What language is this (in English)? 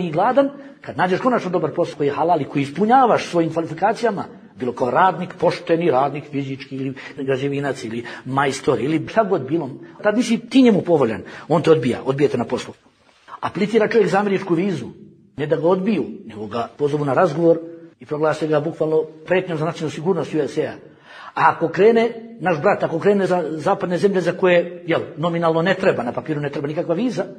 Bosnian